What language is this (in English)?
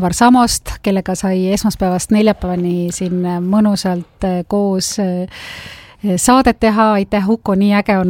Estonian